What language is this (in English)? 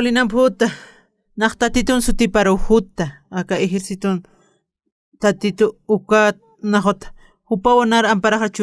Aymara